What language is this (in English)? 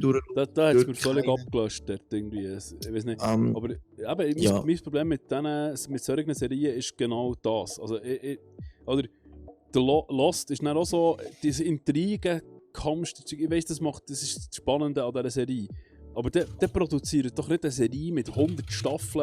Swiss German